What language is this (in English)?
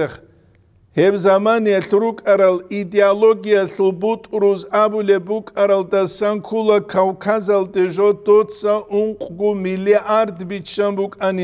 Avaric